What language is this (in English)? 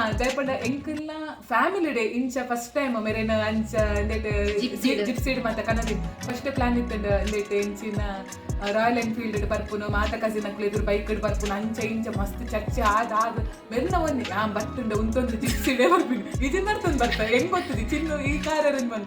Tulu